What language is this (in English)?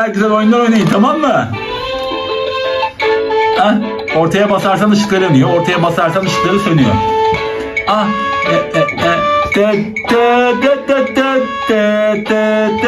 Turkish